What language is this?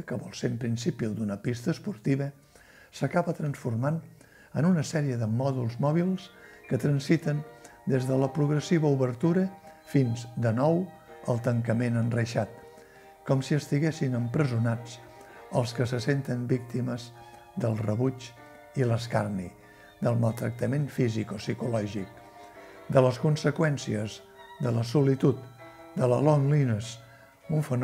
Catalan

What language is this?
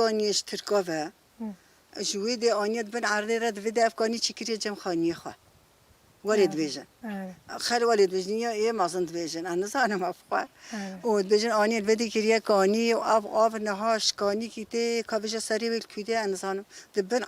Kurdish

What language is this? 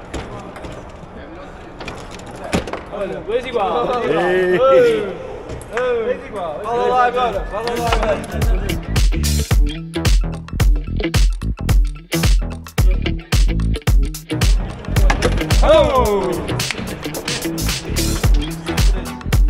Portuguese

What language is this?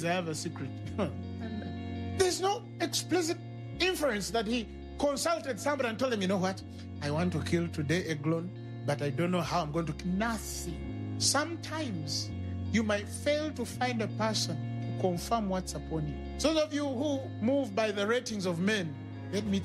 English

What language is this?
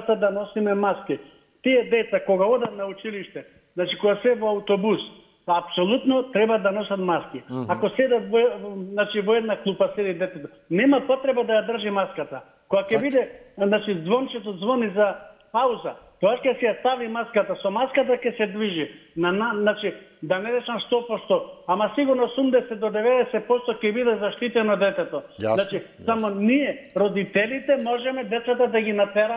Macedonian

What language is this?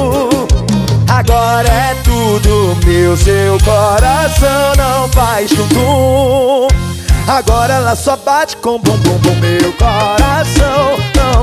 Portuguese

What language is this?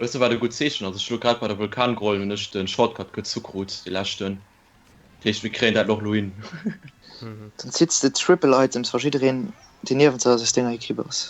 Luxembourgish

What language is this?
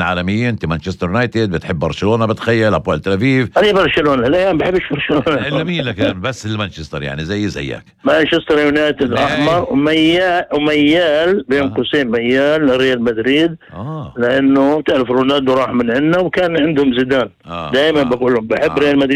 North Levantine Arabic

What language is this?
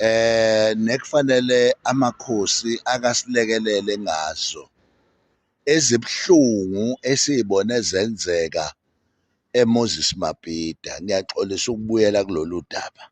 Zulu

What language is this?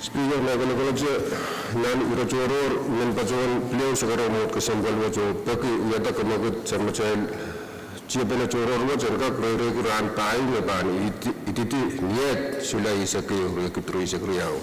Pohnpeian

